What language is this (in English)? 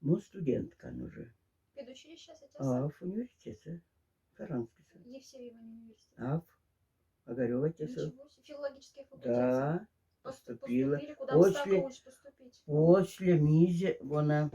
Moksha